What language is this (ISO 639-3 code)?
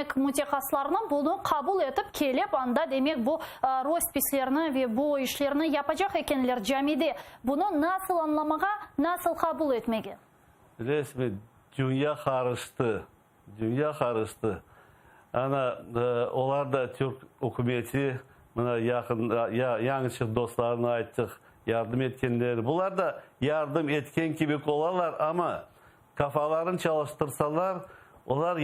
crh